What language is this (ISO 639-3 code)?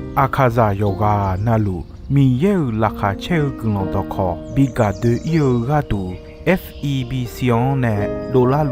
ahk